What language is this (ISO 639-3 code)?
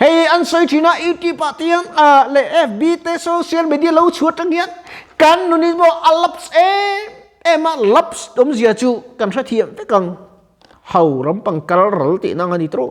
lus